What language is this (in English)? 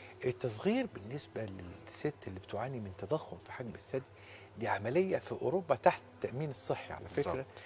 Egyptian Arabic